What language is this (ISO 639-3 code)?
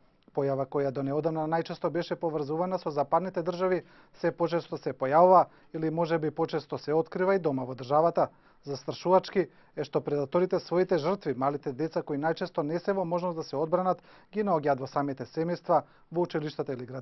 mkd